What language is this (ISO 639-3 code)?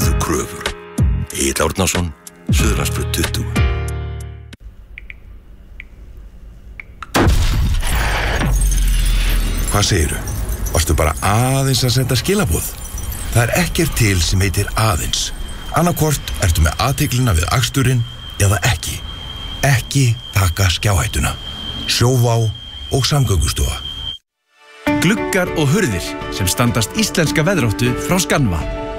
isl